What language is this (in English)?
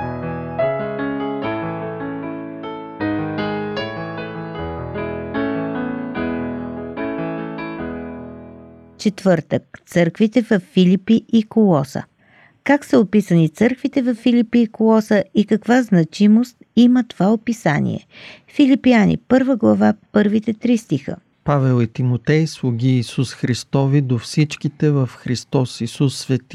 Bulgarian